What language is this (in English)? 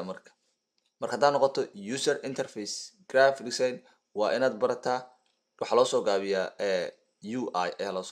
Somali